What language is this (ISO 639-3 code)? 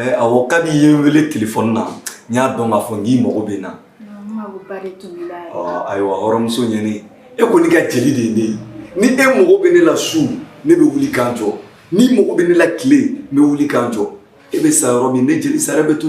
bam